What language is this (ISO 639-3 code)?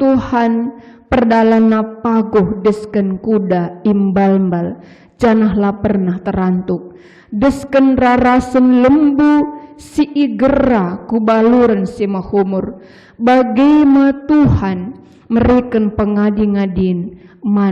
btx